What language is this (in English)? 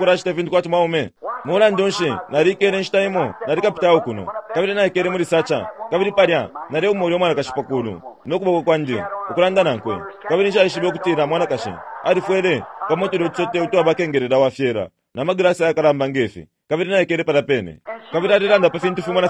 Bemba